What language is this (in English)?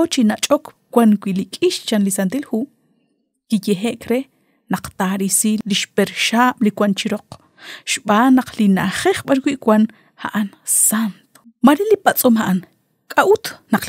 Kekchí